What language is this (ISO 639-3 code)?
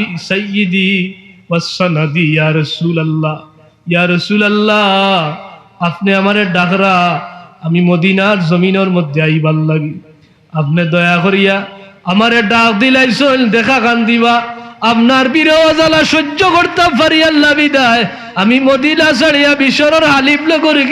syl